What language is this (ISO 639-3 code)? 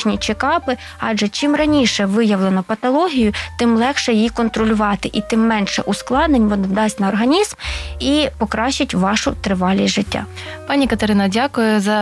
ukr